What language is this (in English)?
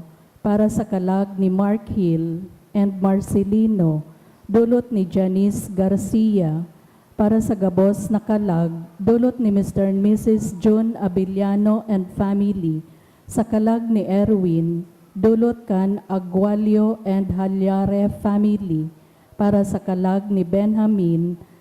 Bikol